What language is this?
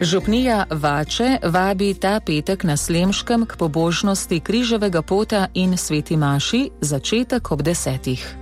Slovenian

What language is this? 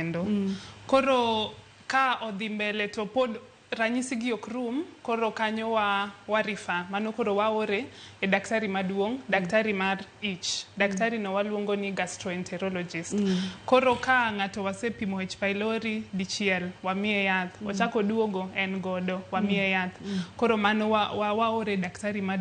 Luo (Kenya and Tanzania)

